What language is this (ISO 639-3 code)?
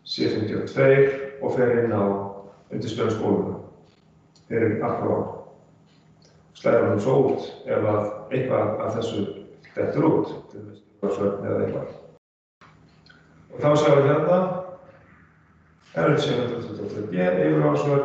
isl